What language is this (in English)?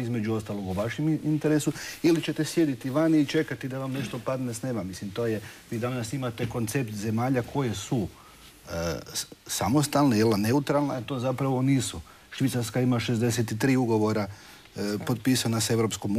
Croatian